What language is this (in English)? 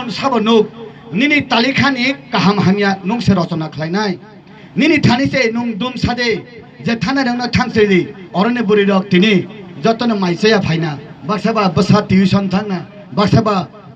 Kok Borok